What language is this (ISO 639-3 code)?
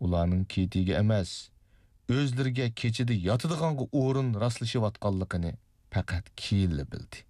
uig